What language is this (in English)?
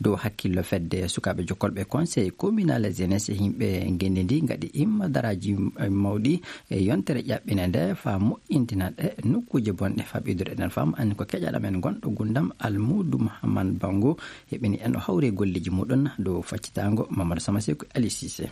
Maasina Fulfulde